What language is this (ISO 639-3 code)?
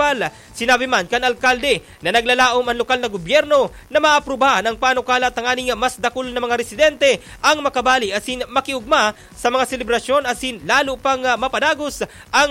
bik